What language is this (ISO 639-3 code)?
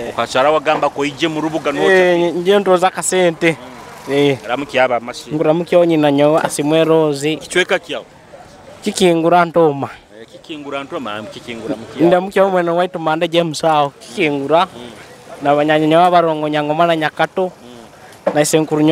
nyo